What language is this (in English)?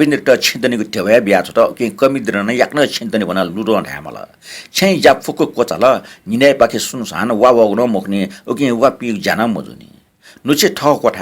Newari